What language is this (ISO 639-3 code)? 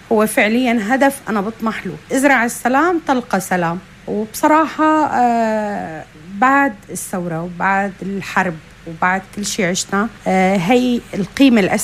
apc